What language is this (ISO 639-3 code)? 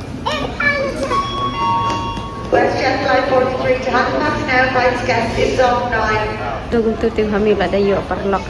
kha